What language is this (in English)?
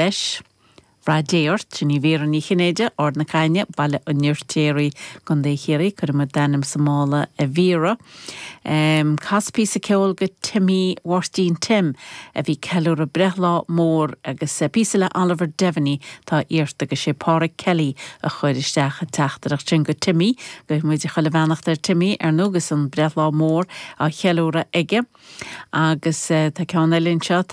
Irish